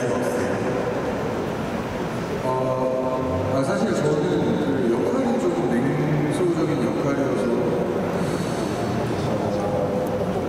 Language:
Korean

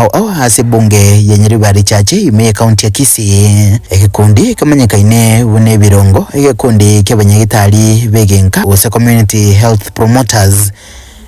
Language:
Gusii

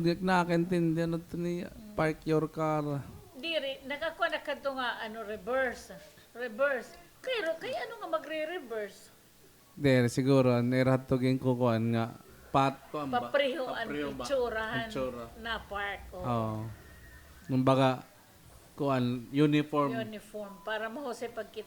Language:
Waray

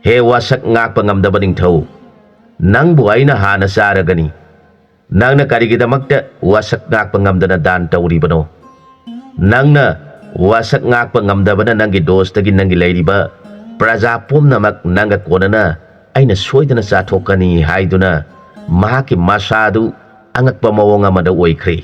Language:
Manipuri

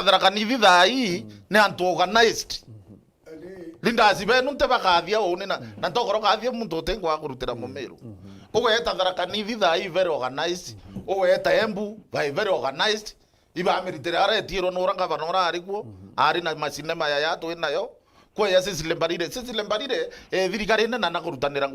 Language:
Meru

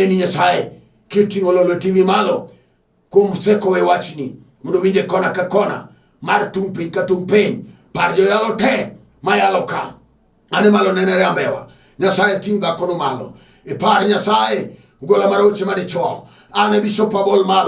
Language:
Luo (Kenya and Tanzania)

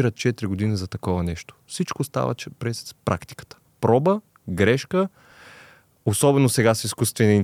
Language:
Bulgarian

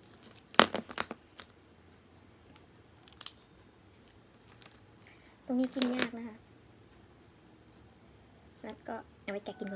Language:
Thai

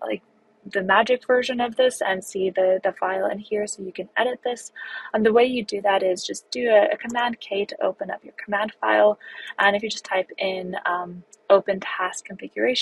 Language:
English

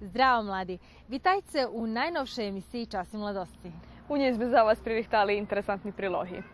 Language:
Rusyn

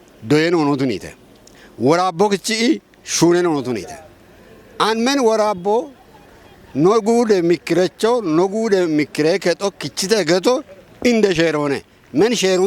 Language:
Kafa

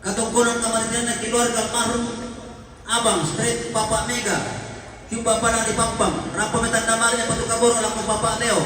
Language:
Toraja-Sa'dan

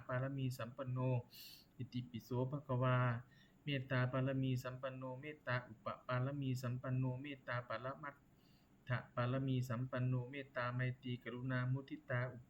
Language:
Pali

